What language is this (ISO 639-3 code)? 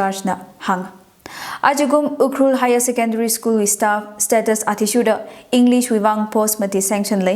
nmf